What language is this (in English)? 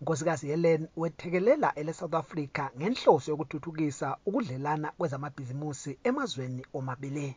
North Ndebele